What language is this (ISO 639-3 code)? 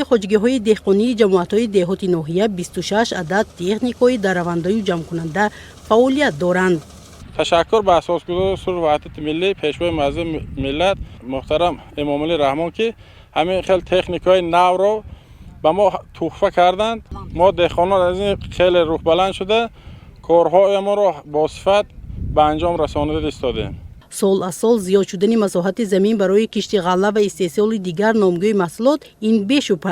tgk